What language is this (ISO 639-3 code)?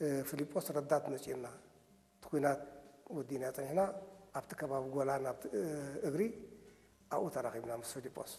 tir